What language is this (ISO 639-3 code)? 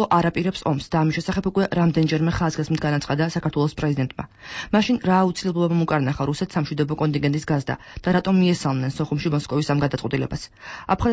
kat